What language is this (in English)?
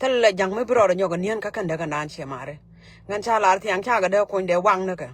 Nuer